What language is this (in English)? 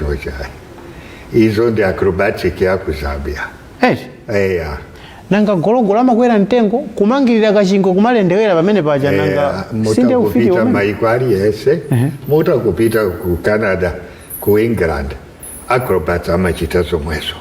Nyanja